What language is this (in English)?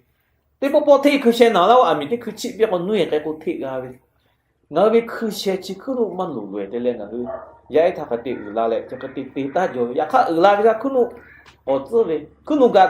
Lahu